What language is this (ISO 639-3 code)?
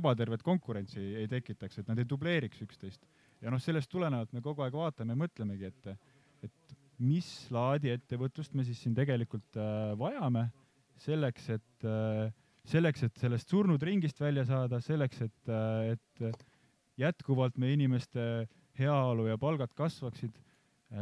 est